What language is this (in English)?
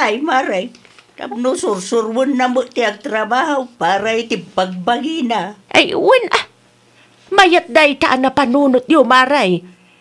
Iloko